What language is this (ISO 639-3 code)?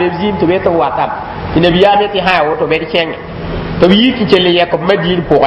mos